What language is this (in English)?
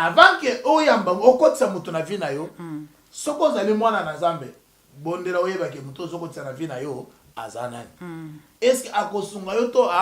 Lingala